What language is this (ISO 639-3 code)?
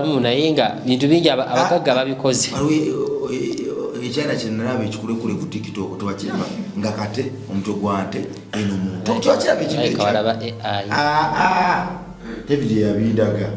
lug